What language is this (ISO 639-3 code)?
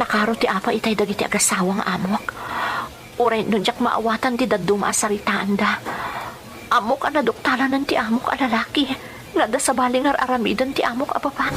ilo